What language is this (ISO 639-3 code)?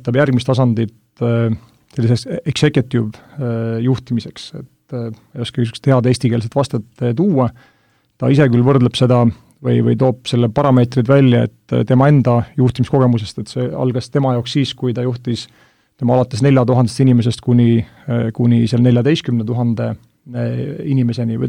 est